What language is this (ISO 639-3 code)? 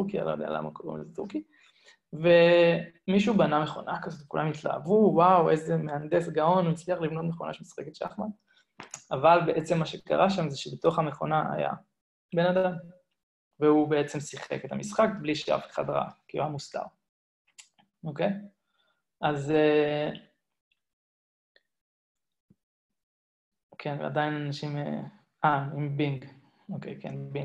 heb